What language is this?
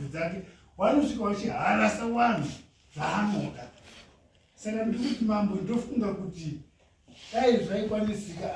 Shona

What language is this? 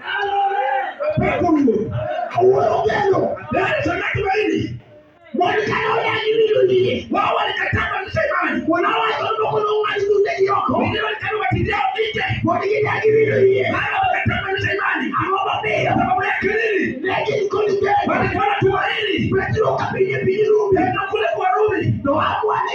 Luo (Kenya and Tanzania)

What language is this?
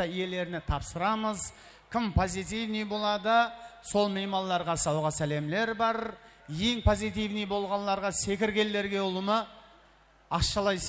Kara-Kalpak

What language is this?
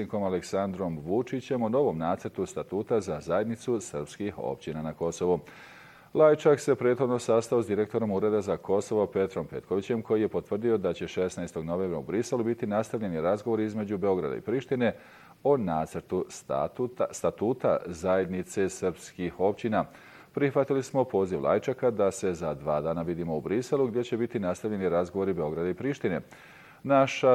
Bosnian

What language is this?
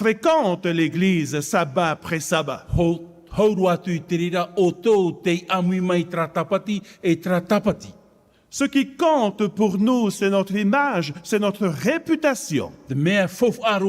Tahitian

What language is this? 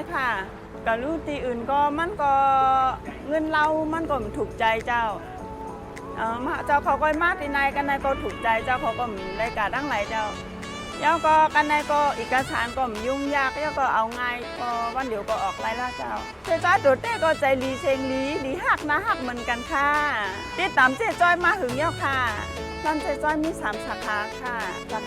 Shan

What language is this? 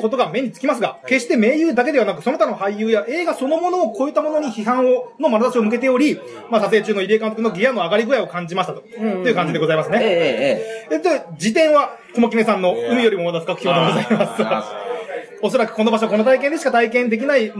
Japanese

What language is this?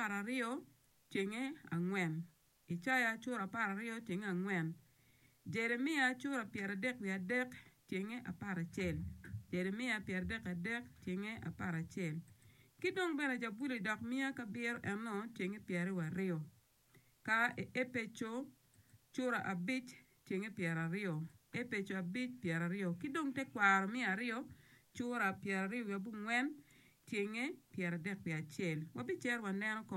Acoli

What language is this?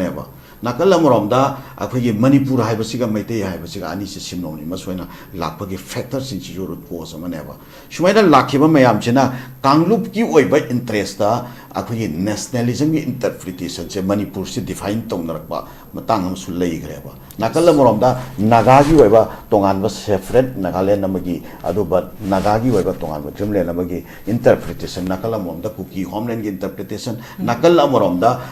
Manipuri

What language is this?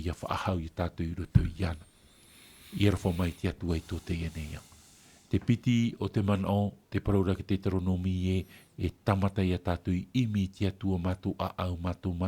Tahitian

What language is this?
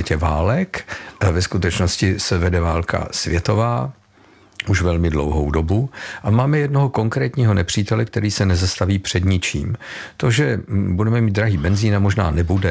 Czech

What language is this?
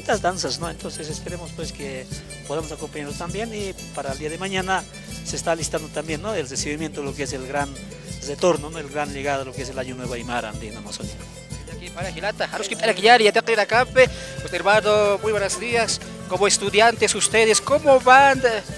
Aymara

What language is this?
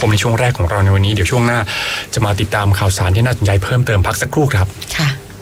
Thai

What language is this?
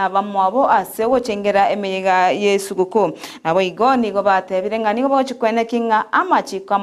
Gusii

